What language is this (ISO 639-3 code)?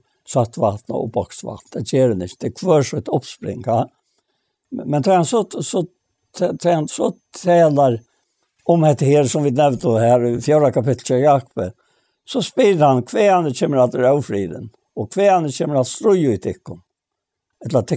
fao